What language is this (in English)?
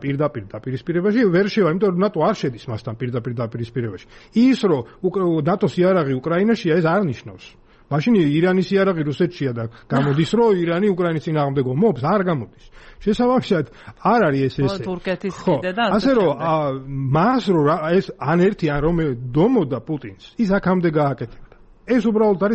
Georgian